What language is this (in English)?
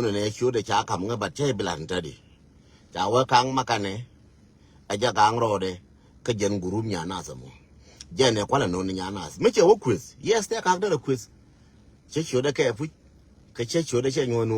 Nuer